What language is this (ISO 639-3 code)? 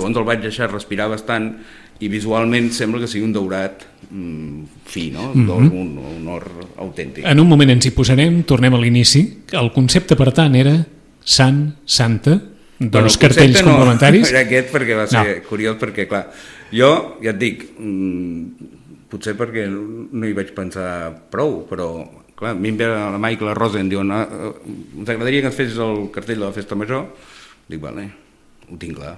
cat